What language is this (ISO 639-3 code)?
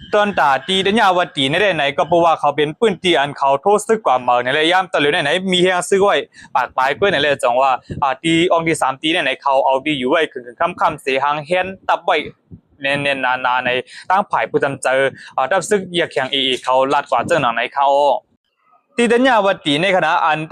shn